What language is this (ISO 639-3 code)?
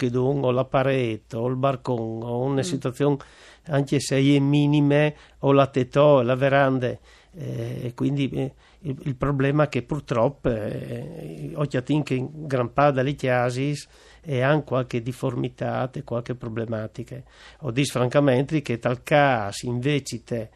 fur